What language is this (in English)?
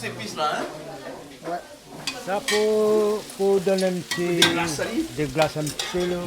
Réunion Creole French